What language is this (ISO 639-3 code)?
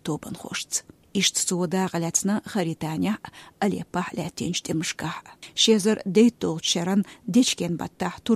che